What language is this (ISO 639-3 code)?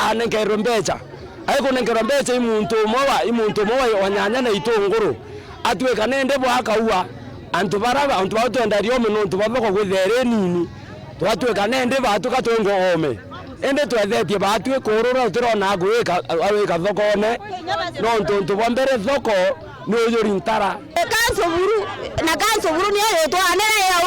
mer